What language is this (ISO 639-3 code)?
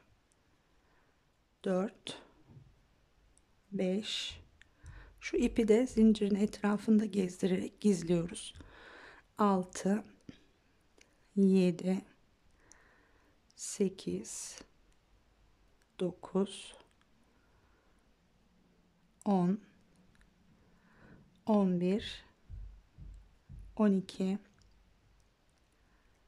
tur